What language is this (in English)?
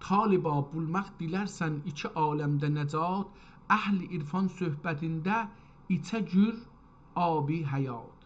South Azerbaijani